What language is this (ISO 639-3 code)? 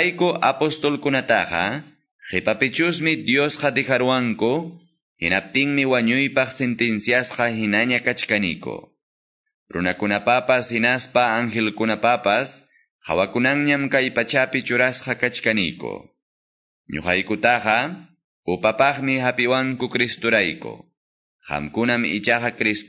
que